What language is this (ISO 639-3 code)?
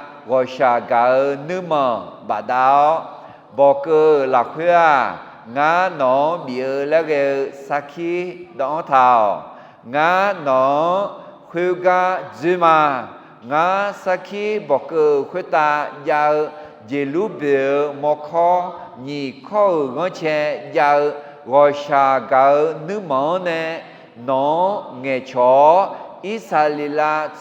ahk